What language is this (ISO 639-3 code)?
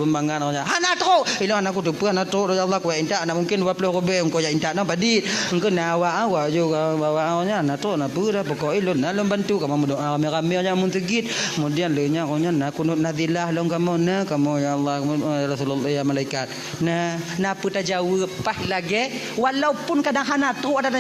ace